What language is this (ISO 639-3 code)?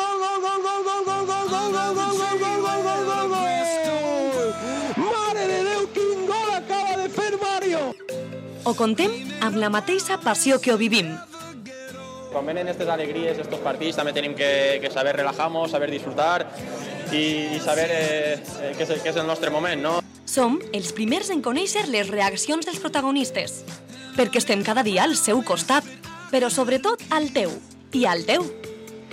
cat